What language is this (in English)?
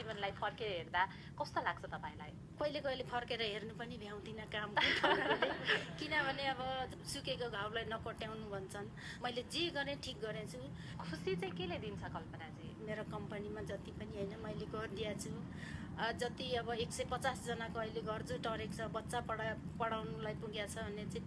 Nepali